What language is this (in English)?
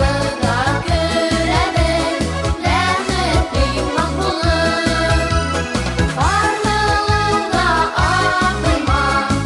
Bashkir